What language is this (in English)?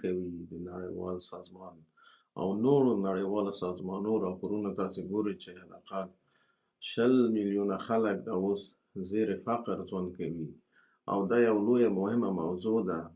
Pashto